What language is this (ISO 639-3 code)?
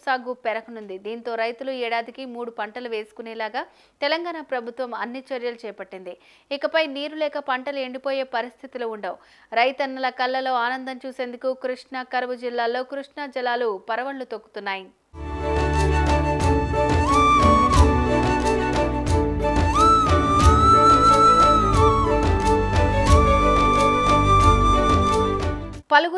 tel